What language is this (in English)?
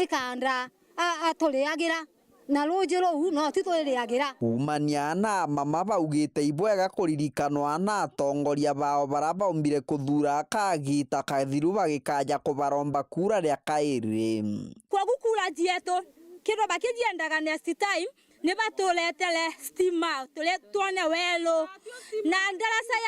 Meru